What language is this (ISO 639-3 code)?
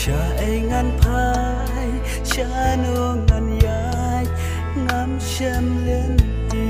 kha